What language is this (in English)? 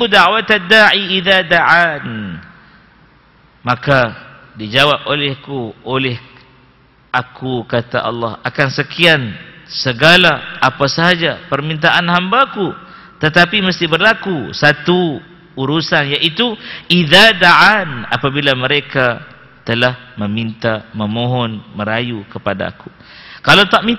Malay